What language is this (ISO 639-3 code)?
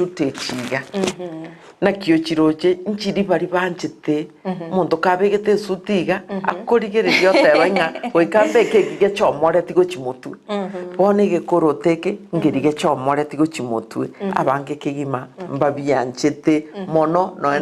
guz